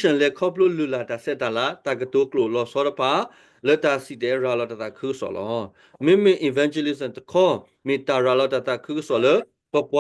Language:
S'gaw Karen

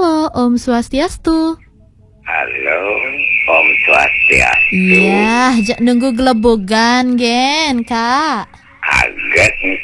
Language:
Balinese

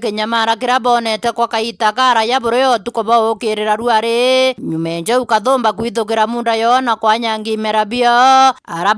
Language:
Meru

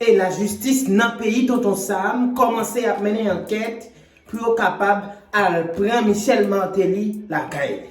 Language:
Haitian Creole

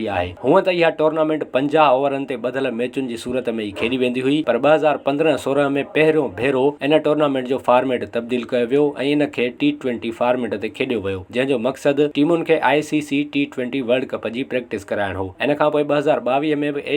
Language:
Sindhi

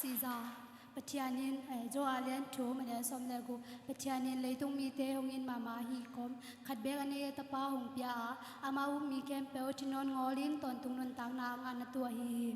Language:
Tedim Chin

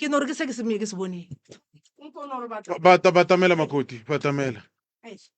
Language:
Northern Sotho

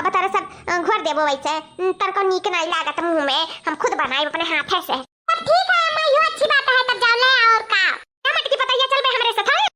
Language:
Awadhi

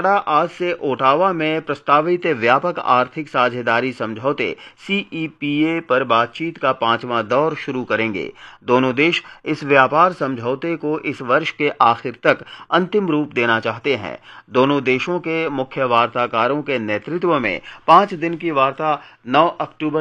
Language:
Hindi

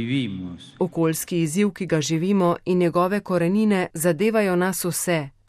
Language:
Slovenian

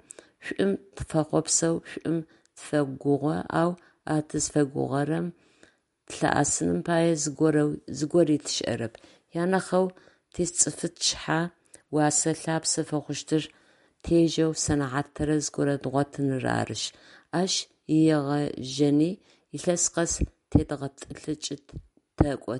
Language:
Adyghe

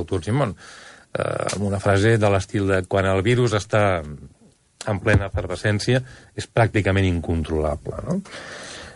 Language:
Catalan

